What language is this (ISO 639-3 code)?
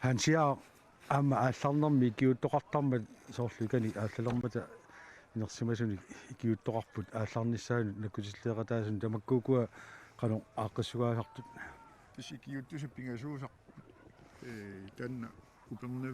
kal